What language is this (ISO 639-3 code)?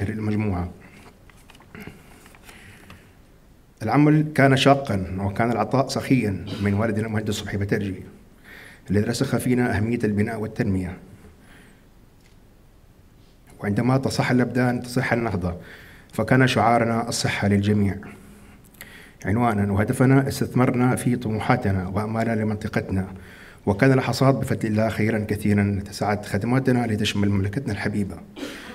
ara